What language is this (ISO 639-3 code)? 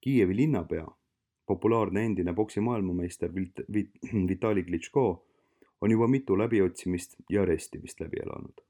est